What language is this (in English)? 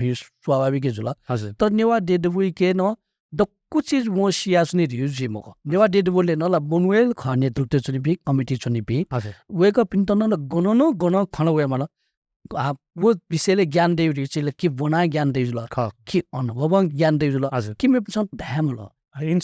Newari